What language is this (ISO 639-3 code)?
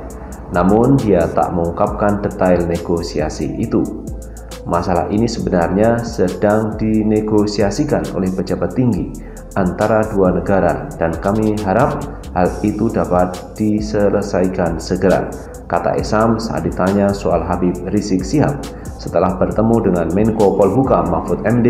ind